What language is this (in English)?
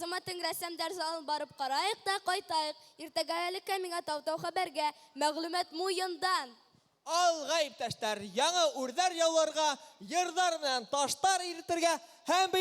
Bashkir